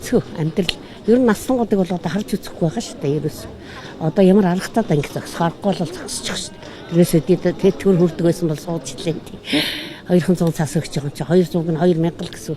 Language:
Mongolian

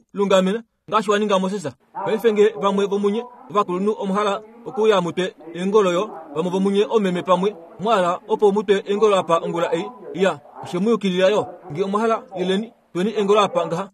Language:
Kuanyama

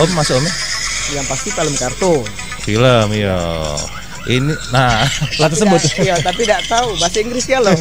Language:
Musi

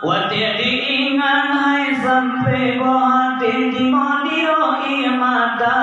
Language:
Achinese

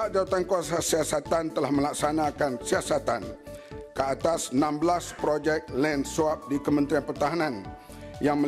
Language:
Malay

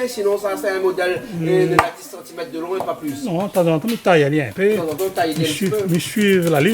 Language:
Réunion Creole French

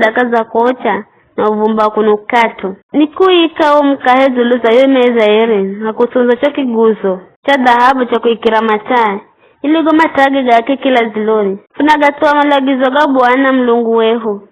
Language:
Giryama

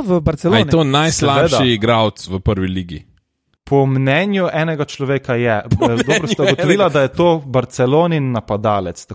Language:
Slovenian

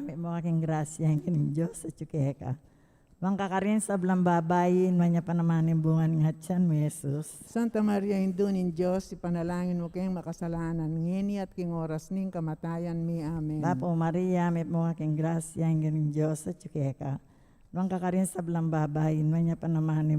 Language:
Pampanga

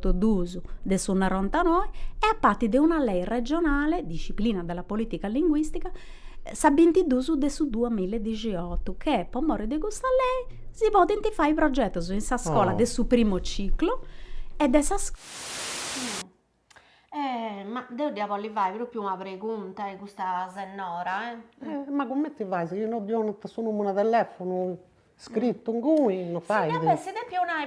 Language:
Sardinian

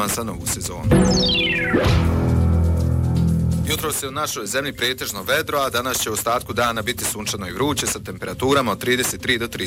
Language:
Bosnian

